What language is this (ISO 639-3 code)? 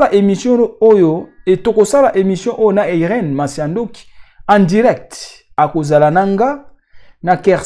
lin